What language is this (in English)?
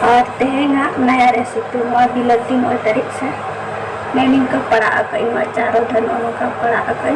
Santali